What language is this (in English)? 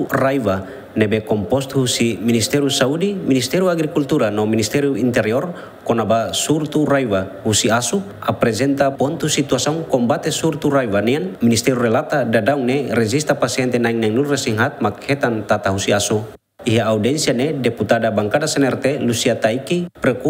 Tetum